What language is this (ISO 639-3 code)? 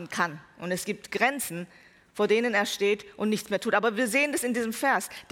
deu